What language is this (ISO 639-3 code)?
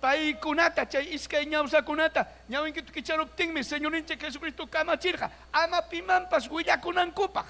quy